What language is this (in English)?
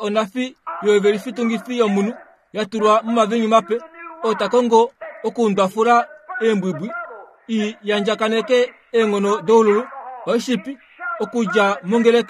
Kuanyama